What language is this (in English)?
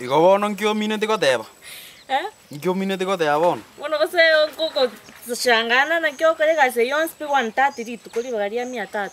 Gusii